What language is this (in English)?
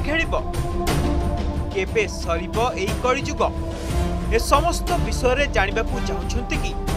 Odia